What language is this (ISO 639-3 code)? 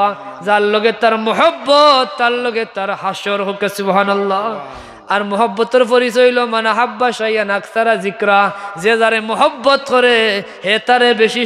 syl